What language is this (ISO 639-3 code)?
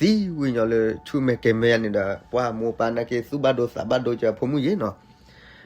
ksw